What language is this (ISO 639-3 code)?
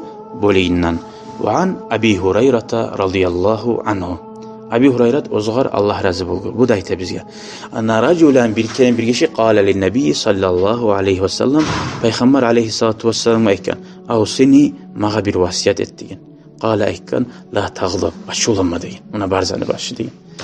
kum